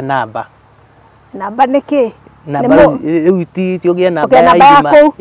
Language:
Kikuyu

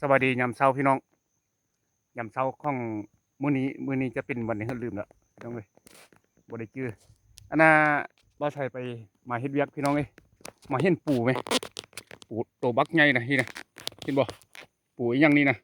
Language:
Lao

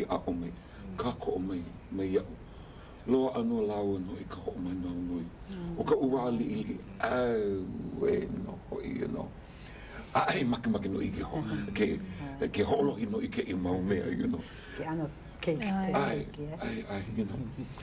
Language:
Hawaiian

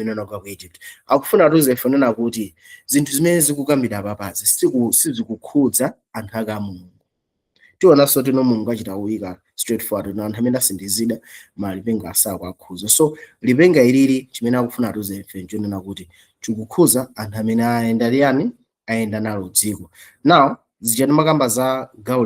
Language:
Nyanja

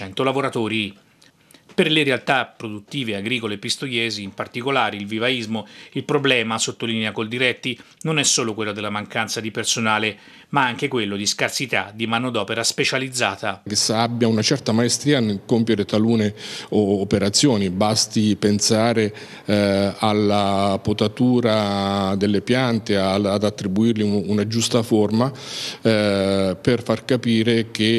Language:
Italian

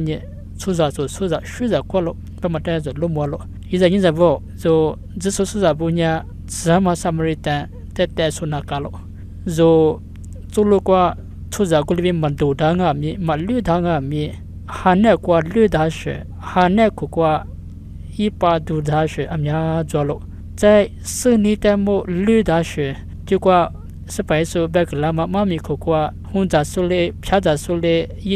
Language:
Lisu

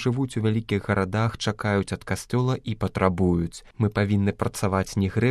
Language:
Belarusian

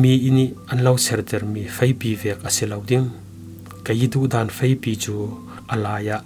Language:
Falam Chin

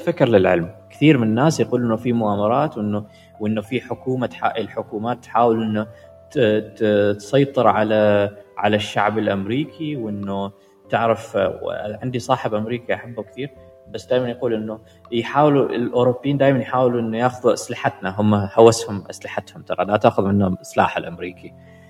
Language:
Gulf Arabic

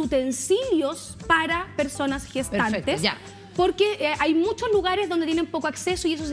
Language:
Spanish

